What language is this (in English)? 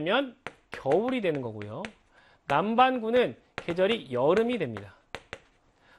Korean